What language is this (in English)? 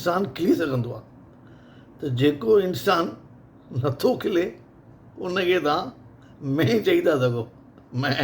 Sindhi